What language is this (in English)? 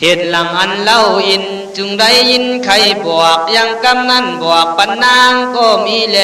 Khün